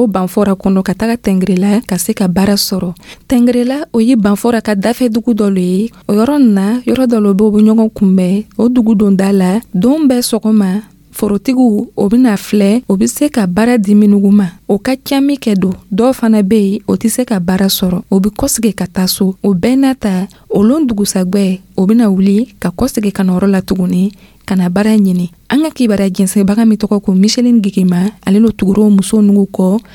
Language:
Dyula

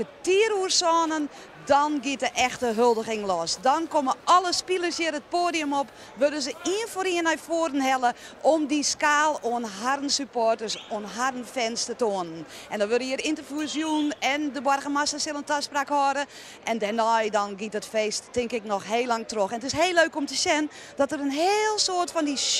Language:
Western Frisian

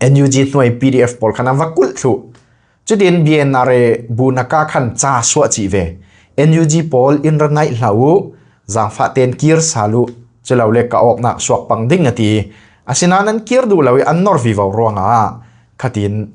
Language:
Falam Chin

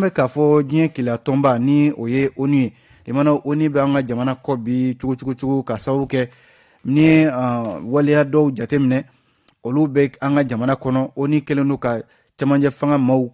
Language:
Bambara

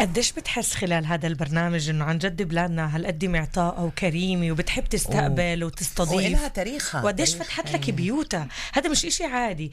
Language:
North Levantine Arabic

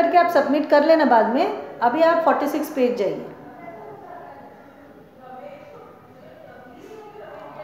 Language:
Hindi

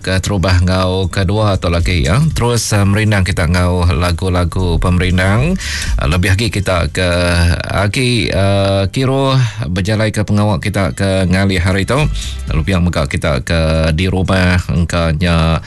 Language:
Iban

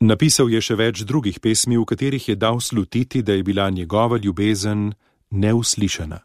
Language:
Slovenian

